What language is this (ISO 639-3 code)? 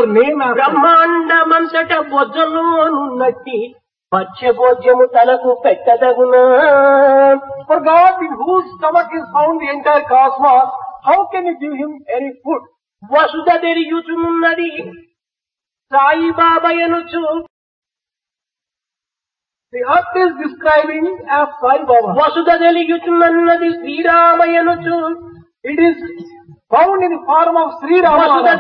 tel